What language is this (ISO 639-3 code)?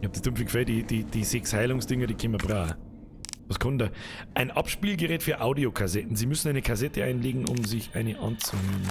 bar